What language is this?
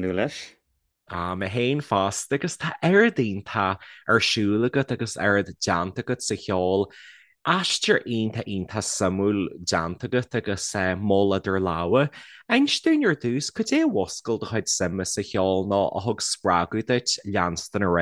Irish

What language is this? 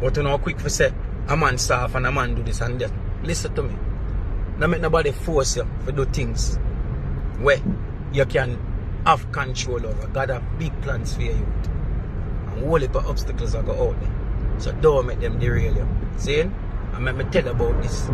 Jamaican Creole English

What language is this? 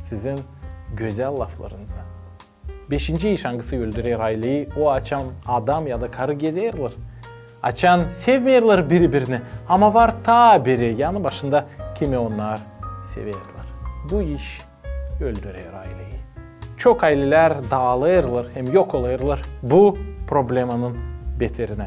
Gagauz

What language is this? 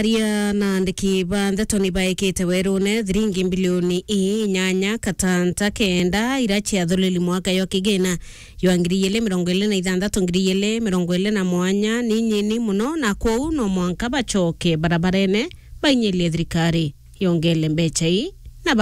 Meru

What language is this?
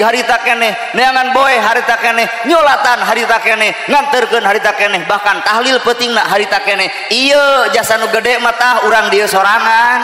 Sundanese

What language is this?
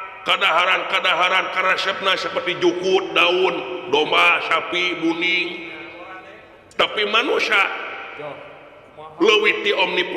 Sundanese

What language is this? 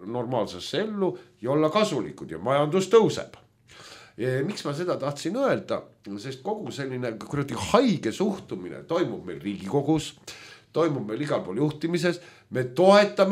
Estonian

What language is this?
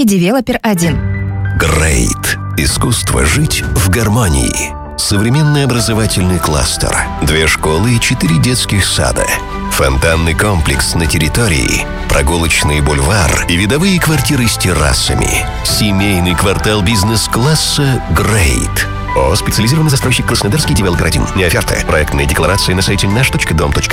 Russian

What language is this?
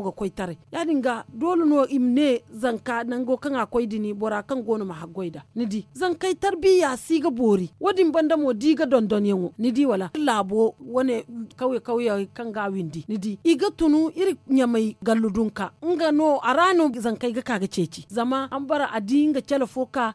Zarma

